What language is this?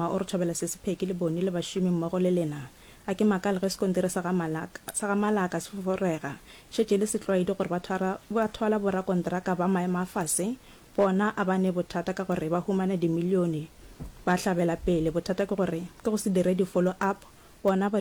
Northern Sotho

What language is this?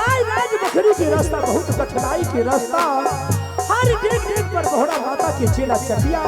Angika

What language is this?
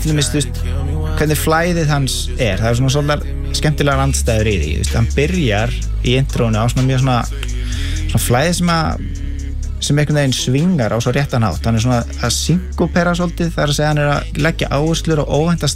Icelandic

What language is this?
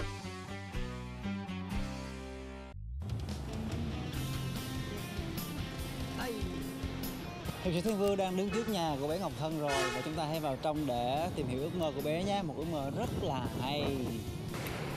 Vietnamese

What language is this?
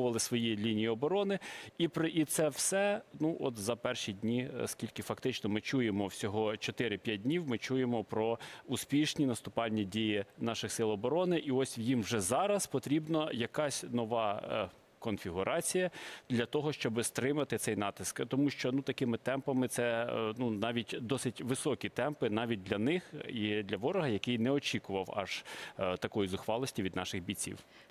Ukrainian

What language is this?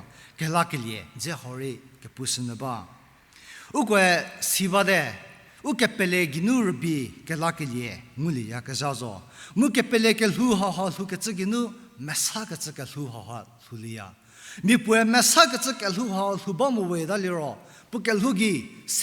Angami Naga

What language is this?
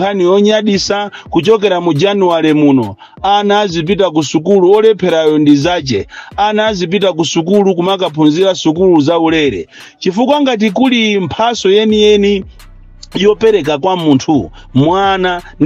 Nyanja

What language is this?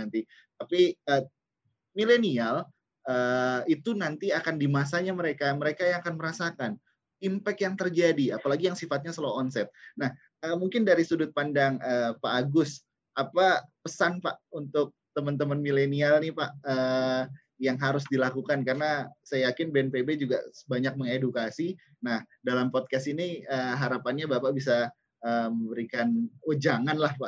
Indonesian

